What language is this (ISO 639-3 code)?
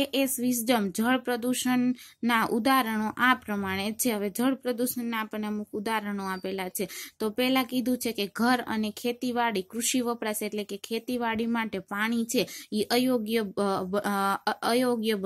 guj